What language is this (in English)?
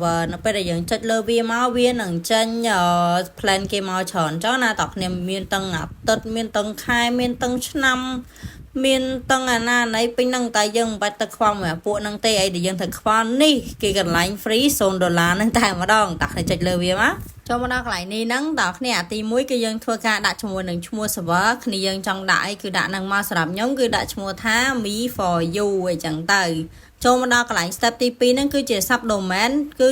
Khmer